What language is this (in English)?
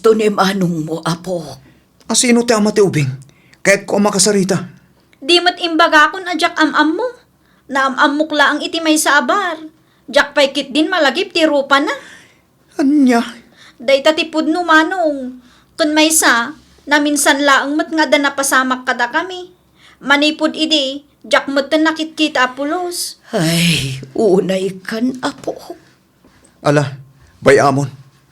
Iloko